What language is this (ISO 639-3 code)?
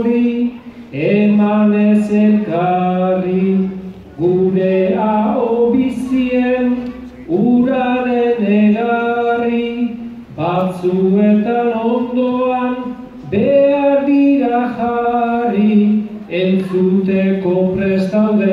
eus